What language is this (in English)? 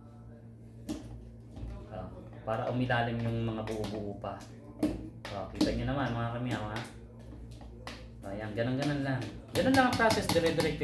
Filipino